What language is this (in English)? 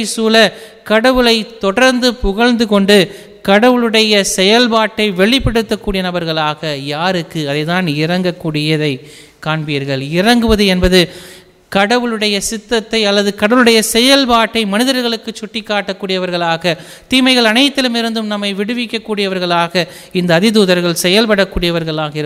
Tamil